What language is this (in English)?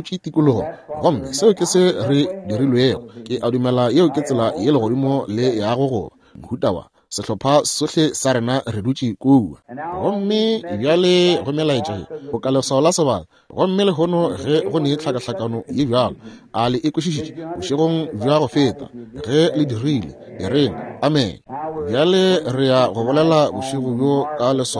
Northern Sotho